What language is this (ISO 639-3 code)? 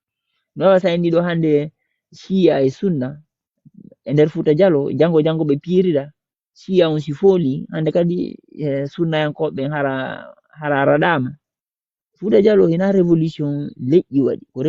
ful